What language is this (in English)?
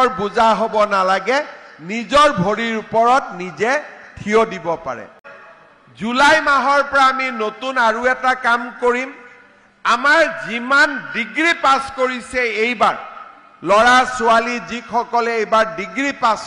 Assamese